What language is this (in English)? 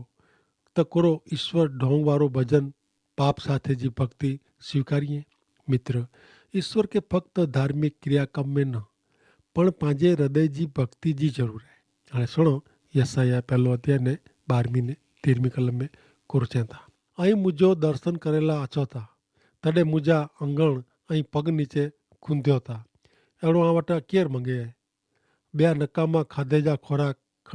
Kachhi